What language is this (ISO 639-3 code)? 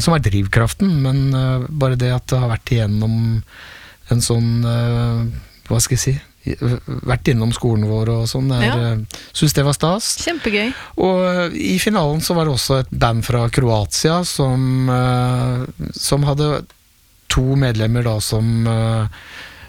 nor